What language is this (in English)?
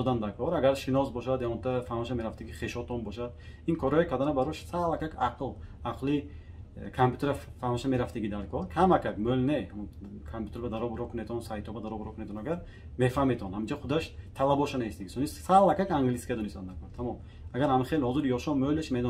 Tajik